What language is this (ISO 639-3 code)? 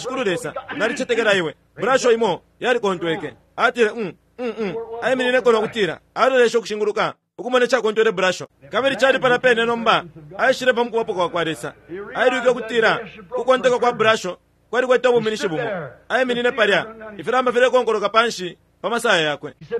bem